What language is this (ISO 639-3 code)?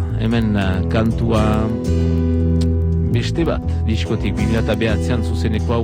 eus